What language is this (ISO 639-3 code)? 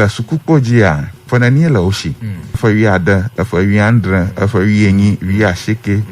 ewe